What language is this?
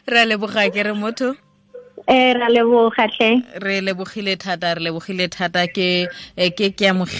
Tswana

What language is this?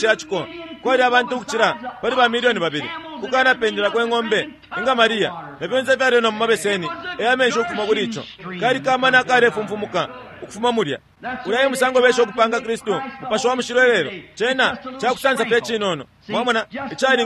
Bemba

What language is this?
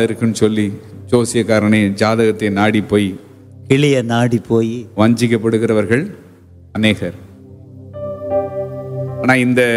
Tamil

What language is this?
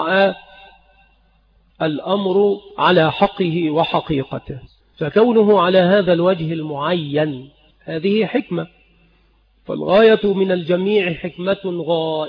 Arabic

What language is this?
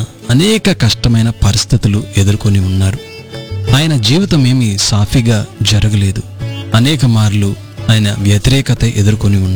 Telugu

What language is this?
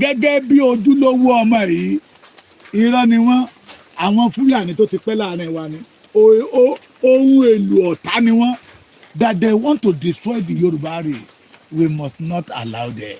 Yoruba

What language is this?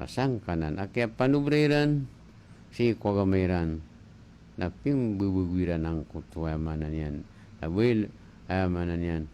Maranao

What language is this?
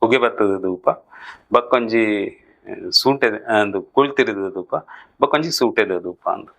Tulu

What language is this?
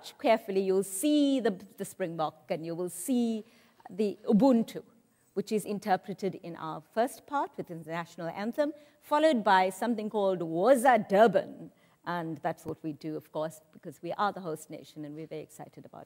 English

